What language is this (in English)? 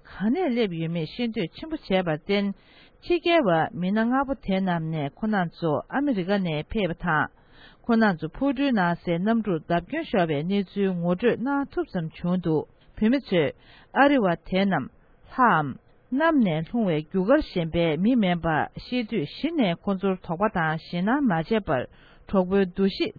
Tibetan